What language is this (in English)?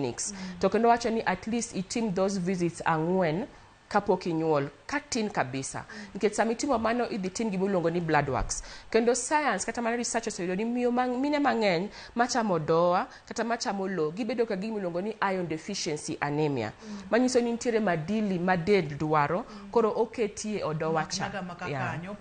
Luo (Kenya and Tanzania)